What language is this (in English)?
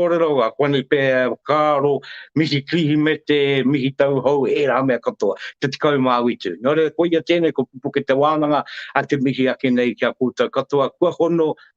Māori